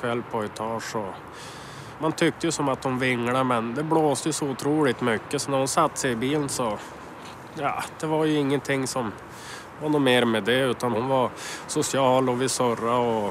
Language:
Swedish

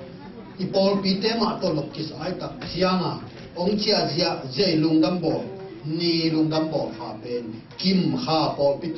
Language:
Tedim Chin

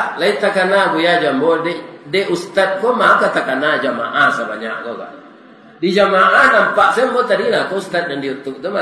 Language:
Minangkabau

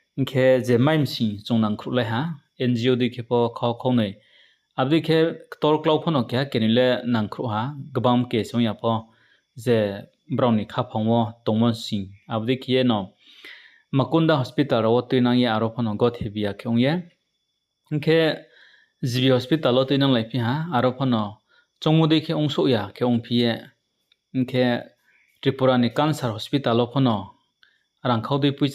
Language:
Riang (India)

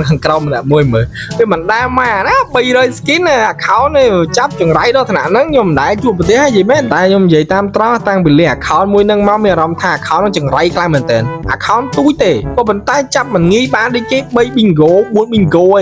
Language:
Khmer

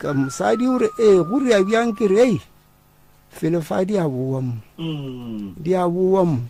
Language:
Northern Sotho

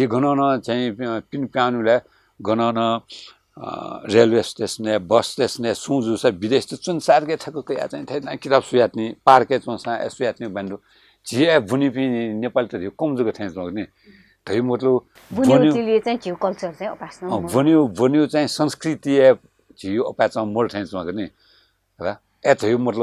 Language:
Newari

